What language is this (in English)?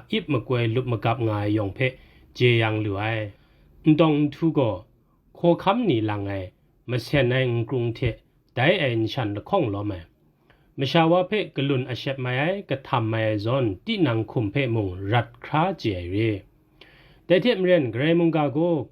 Kachin